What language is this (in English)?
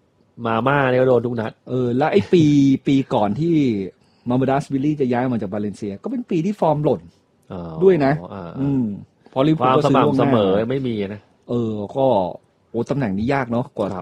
Thai